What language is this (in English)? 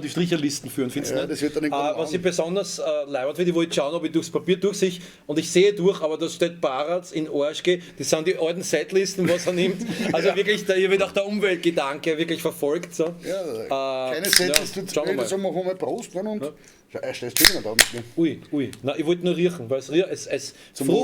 Bavarian